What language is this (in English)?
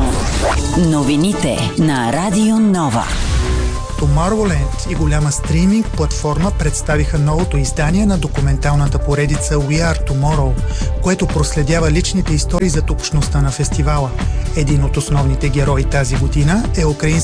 Bulgarian